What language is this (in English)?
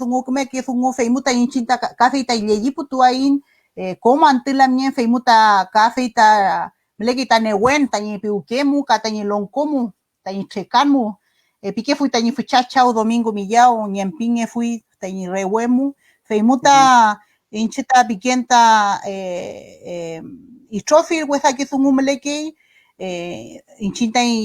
Mapuche